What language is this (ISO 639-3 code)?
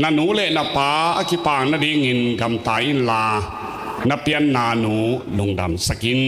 ctd